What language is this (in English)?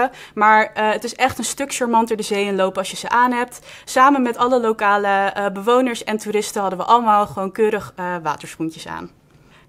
Dutch